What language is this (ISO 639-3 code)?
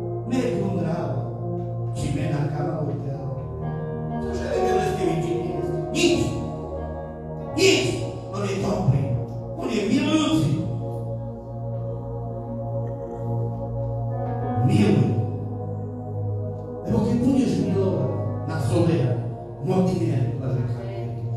slk